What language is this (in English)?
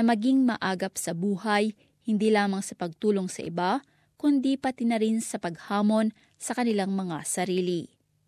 Filipino